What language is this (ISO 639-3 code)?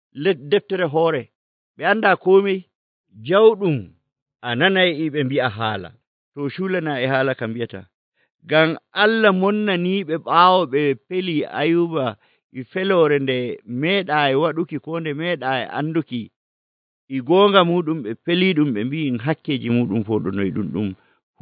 fuv